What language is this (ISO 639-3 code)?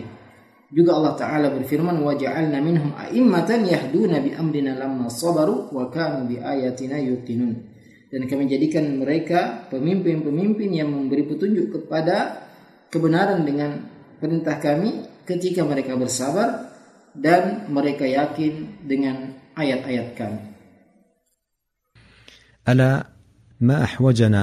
ind